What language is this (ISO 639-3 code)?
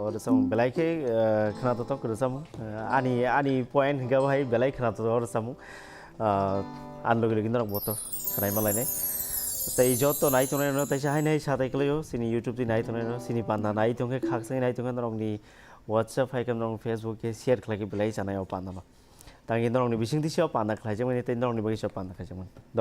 trp